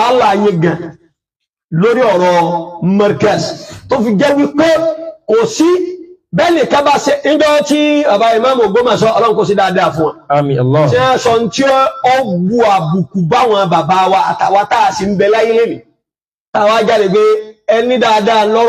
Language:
Yoruba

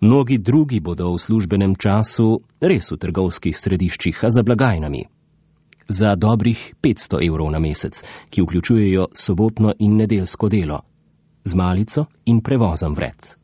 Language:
Slovenian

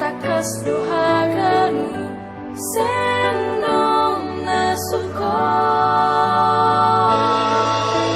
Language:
Batak Simalungun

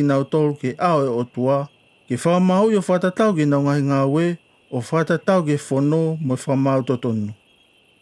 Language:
Tongan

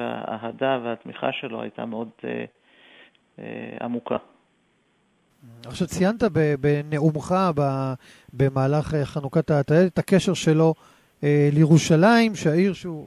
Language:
Hebrew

